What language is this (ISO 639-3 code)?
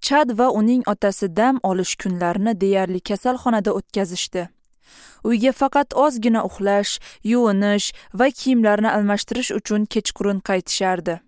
uzb